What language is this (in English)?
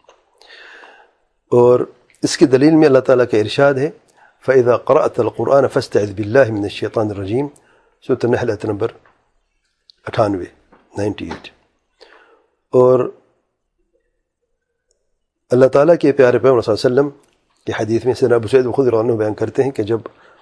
Urdu